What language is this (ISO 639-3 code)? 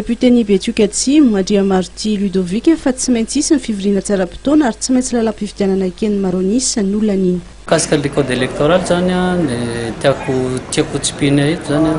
mlg